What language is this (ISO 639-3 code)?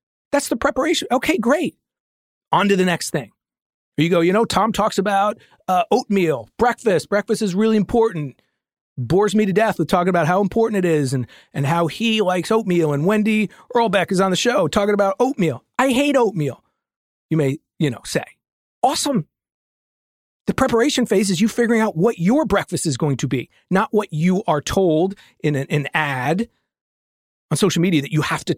eng